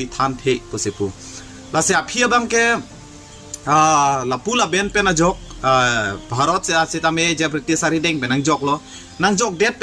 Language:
Karbi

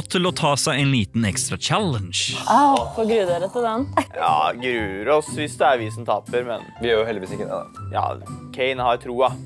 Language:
Norwegian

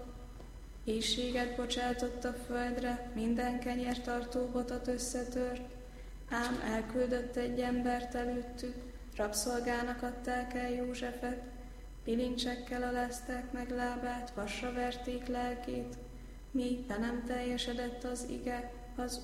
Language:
Hungarian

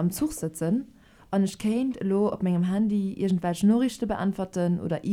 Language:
Luxembourgish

